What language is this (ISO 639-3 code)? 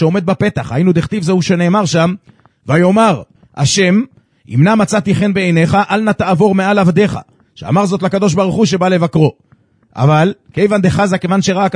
heb